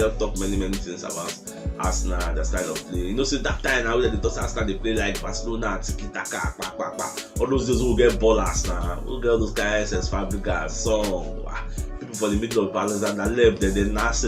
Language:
Nigerian Pidgin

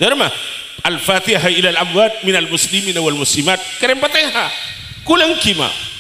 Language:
Madurese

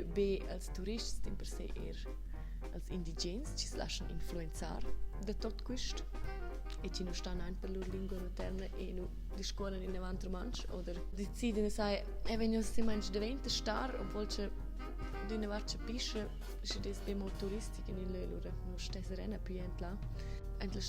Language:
Romansh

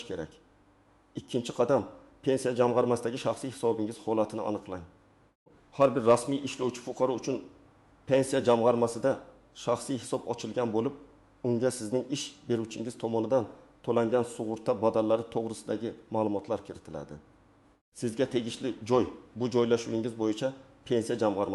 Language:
Uzbek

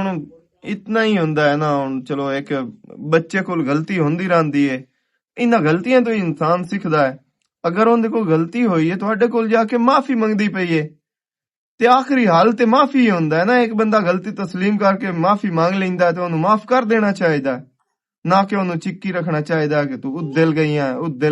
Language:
Western Panjabi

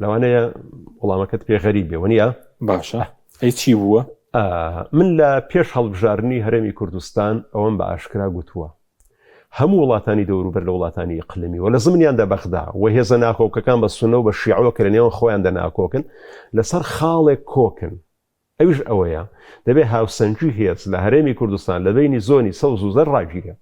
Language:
Central Kurdish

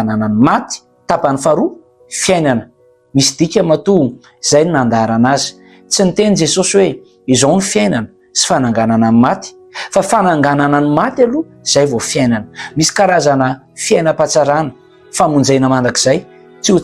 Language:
Malagasy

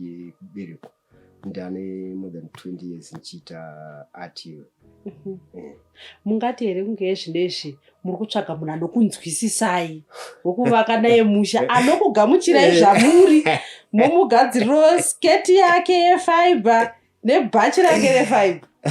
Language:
Shona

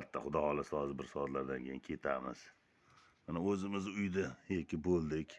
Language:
Uzbek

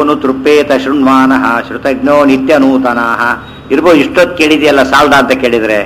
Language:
Kannada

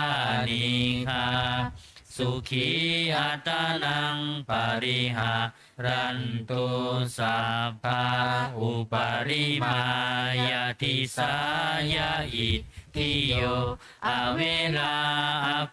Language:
Pali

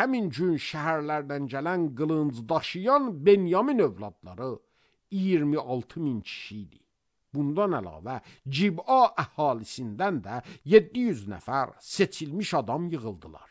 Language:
Azerbaijani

